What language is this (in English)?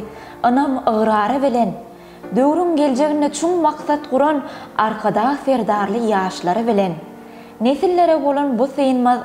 Turkmen